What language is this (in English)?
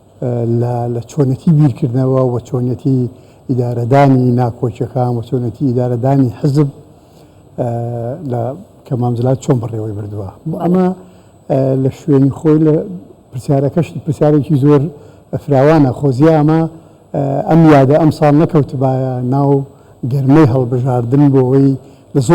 Central Kurdish